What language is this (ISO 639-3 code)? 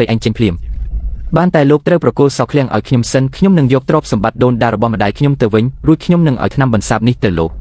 khm